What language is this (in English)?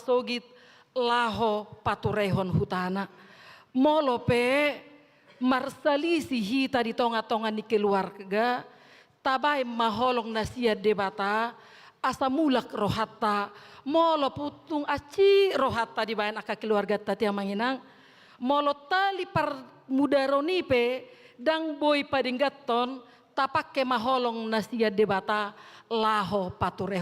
Batak Toba